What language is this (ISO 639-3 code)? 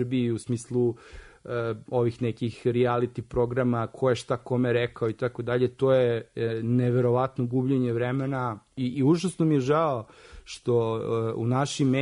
srp